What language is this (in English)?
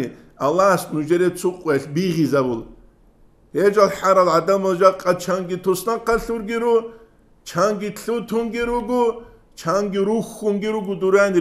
Avaric